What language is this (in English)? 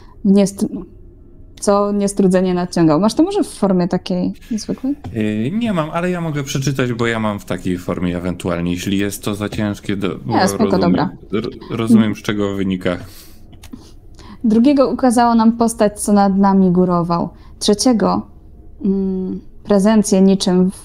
Polish